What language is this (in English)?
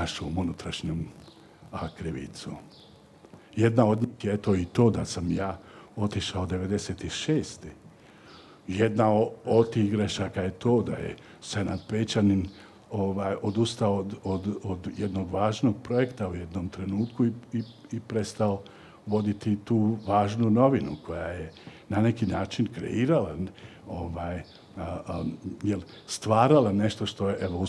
Bosnian